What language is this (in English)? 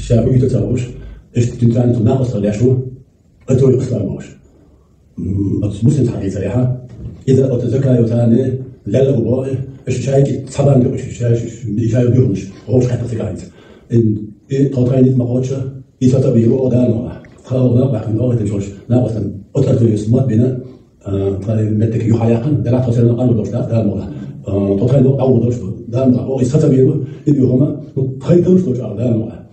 Chechen